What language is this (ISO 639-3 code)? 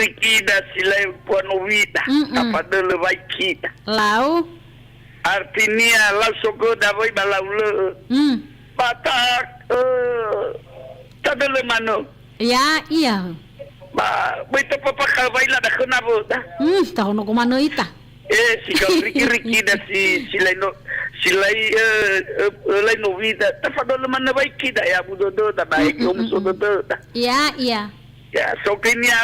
nia